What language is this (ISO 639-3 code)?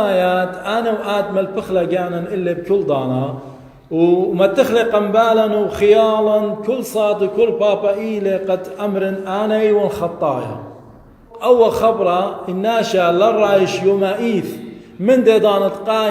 aii